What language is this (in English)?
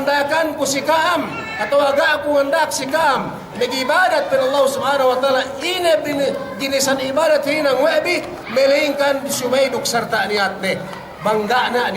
Yakan